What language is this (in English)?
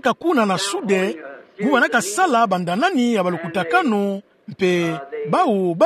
Kituba (Democratic Republic of Congo)